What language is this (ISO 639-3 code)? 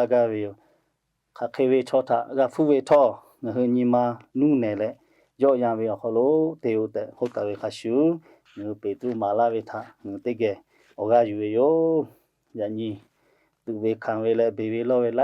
lhu